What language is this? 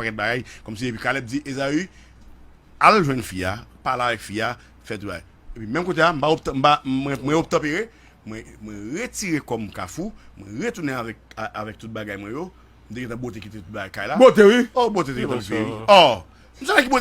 Haitian Creole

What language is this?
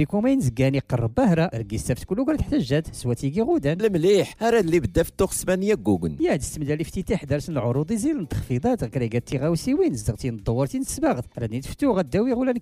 Moroccan Arabic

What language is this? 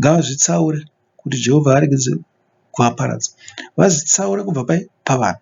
Shona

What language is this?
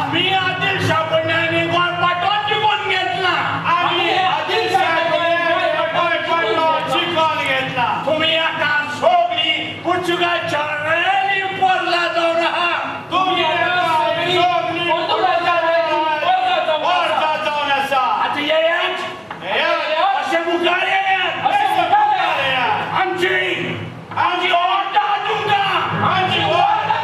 Konkani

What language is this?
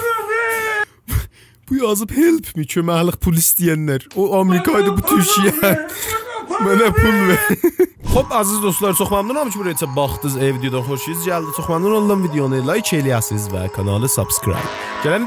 South Azerbaijani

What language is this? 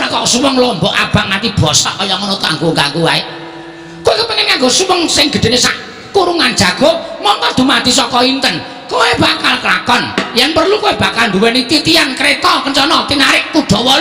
Javanese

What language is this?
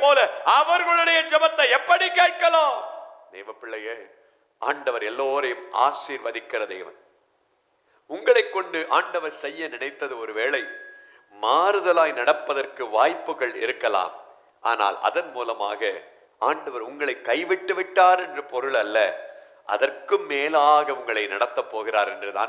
Tamil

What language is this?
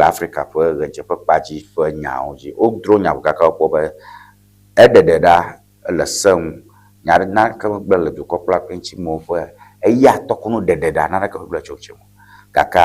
Ewe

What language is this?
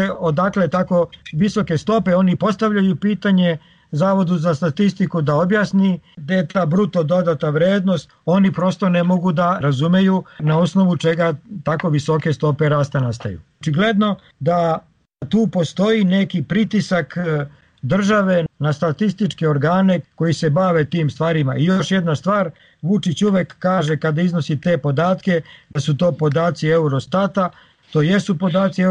Serbian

